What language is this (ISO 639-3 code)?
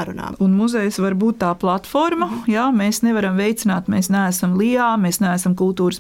lav